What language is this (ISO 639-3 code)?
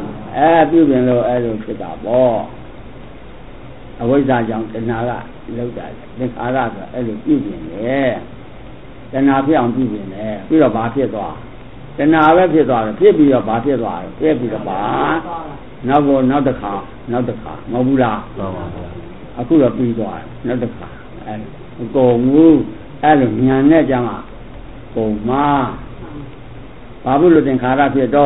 mya